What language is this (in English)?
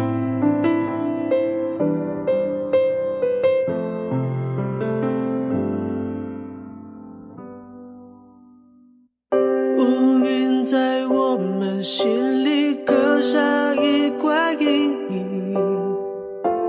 Chinese